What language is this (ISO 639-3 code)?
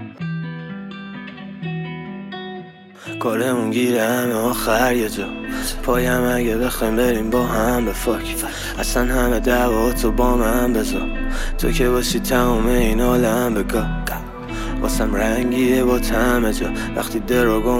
fas